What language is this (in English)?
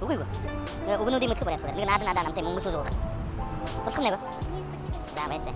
Buriat